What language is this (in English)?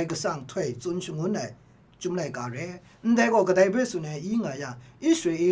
Kachin